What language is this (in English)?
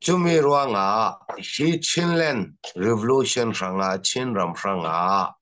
Falam Chin